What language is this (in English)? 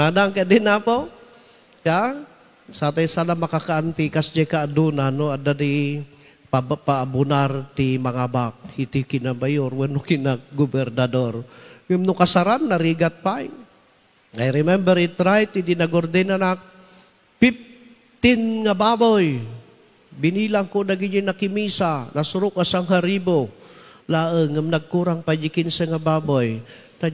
Iloko